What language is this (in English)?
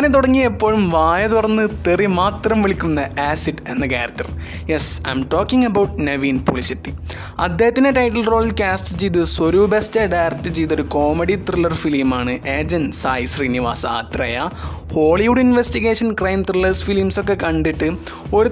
Malayalam